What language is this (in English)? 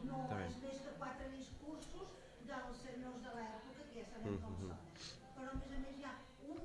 Catalan